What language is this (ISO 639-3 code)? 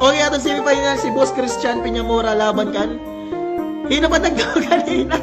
war